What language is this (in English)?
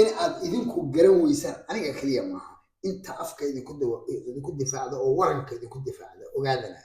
Somali